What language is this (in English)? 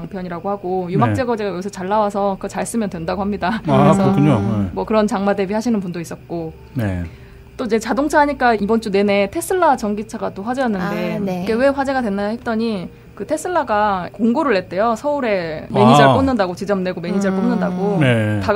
Korean